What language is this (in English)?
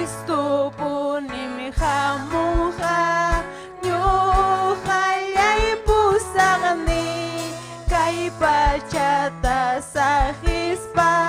Ayacucho Quechua